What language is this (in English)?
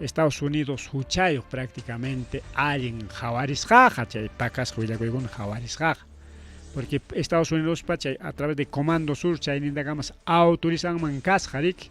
Ayacucho Quechua